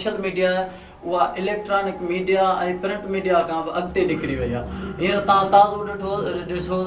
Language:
Sindhi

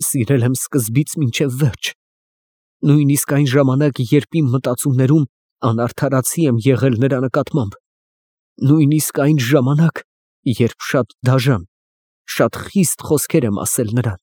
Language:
Armenian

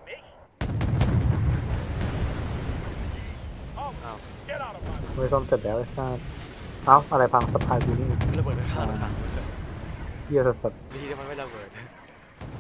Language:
Thai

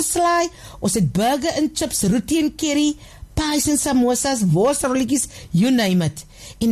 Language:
Afrikaans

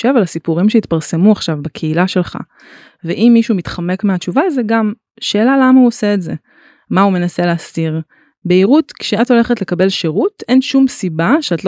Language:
Hebrew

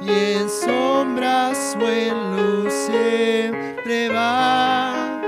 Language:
Aymara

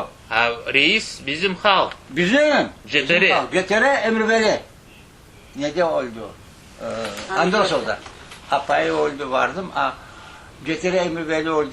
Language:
Crimean Tatar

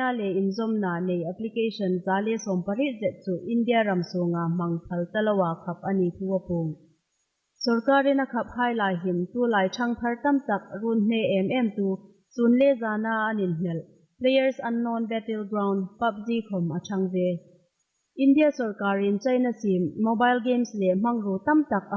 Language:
Hmar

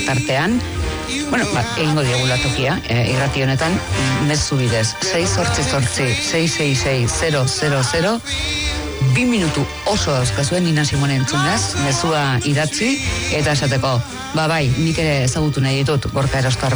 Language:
Basque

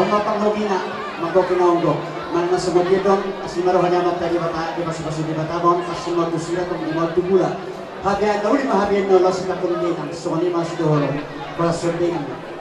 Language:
Batak Toba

